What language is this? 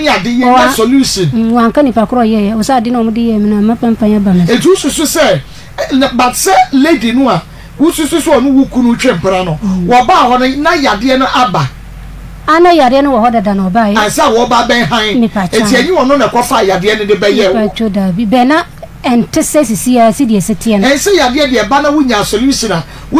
Akan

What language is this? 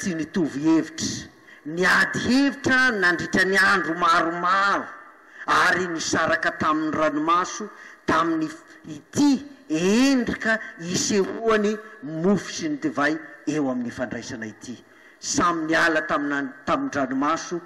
Malagasy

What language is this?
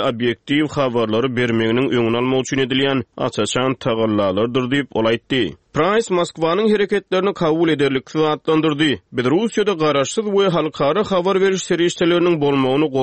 Turkmen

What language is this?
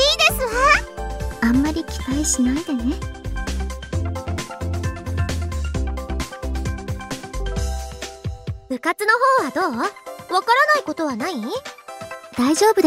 Japanese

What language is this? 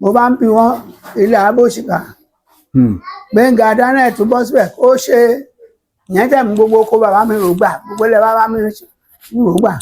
Yoruba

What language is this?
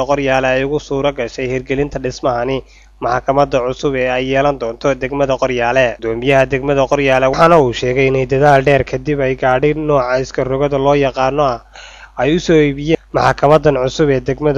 Somali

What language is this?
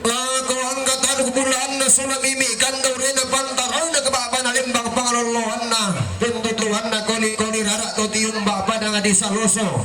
Toraja-Sa'dan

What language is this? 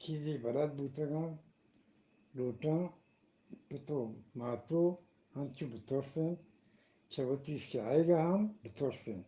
Eastern Balochi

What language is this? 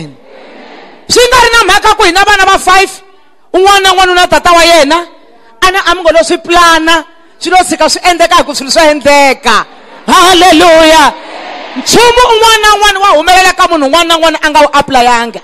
Tsonga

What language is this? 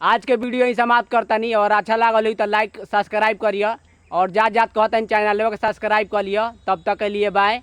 Bhojpuri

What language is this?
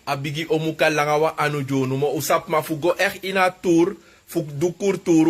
Sranan Tongo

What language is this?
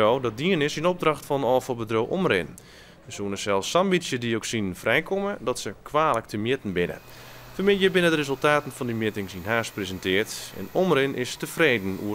Western Frisian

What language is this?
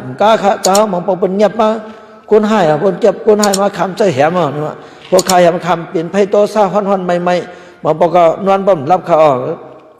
Shan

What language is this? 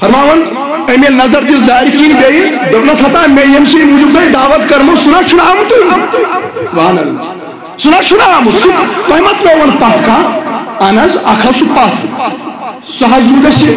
Kashmiri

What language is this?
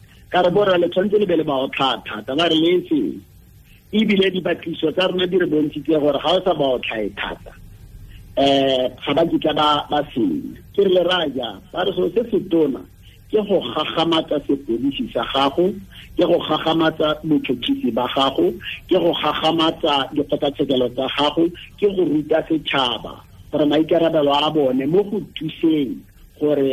Tswana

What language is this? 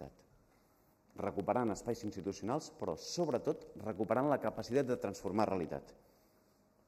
Catalan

